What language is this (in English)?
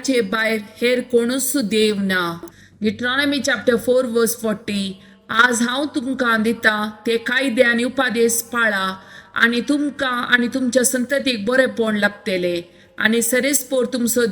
Konkani